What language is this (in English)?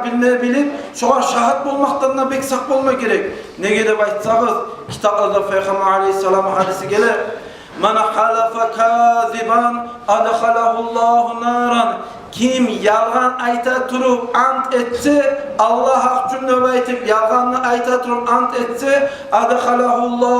Kumyk